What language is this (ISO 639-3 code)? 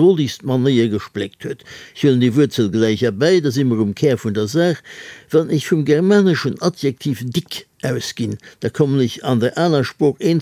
ltz